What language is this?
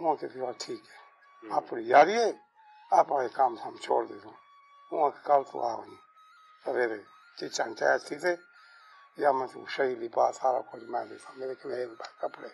Saraiki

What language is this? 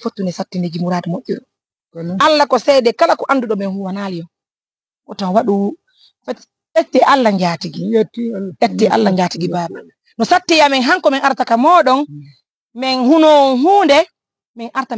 Fula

